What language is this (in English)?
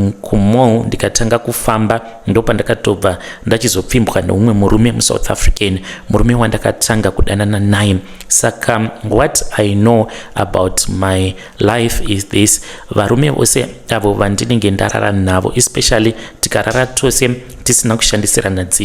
Shona